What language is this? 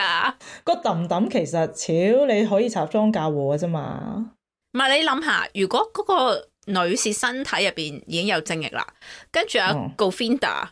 Cantonese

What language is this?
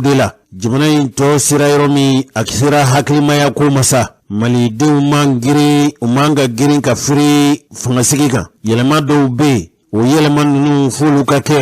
Bambara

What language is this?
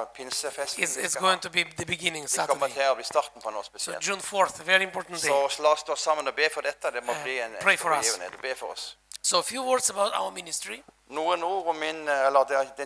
Norwegian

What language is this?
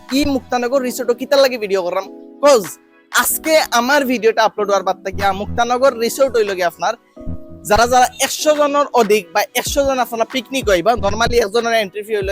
Sylheti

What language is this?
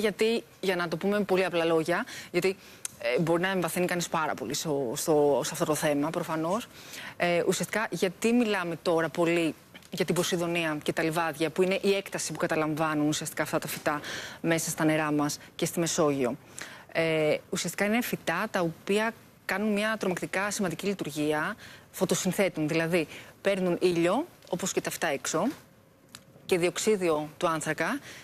Greek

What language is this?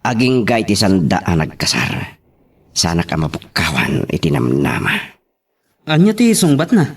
Iloko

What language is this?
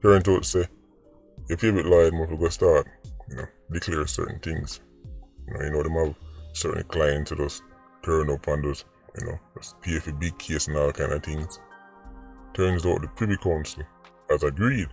Jamaican Creole English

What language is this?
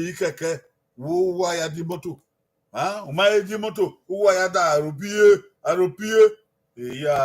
Bini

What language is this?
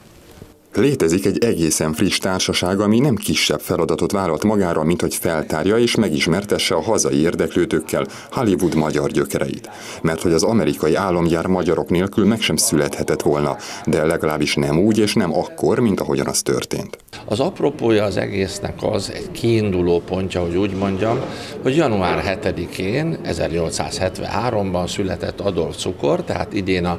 Hungarian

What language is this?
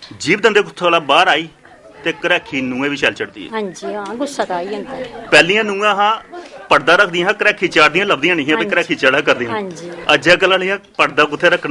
Dogri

